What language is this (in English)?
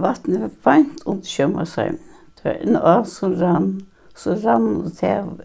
Faroese